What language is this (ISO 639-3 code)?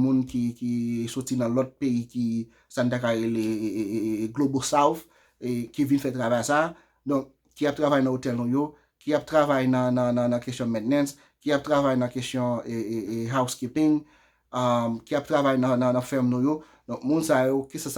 hat